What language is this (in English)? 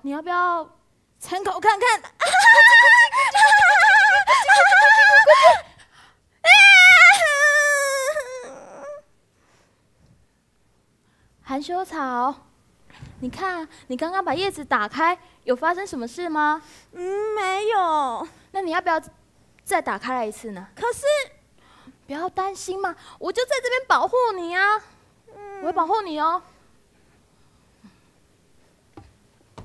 Chinese